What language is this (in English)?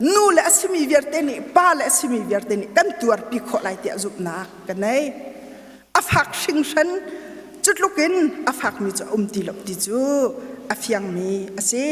Hakha Chin